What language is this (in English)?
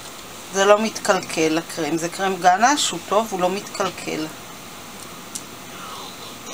Hebrew